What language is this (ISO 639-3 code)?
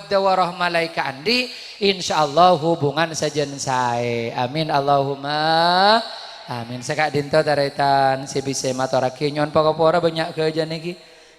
mad